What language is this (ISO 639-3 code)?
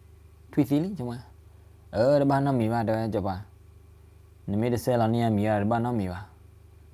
ksw